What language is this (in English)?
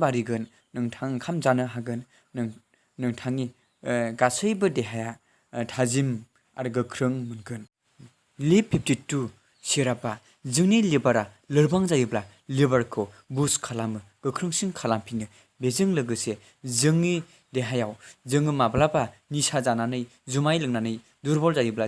Bodo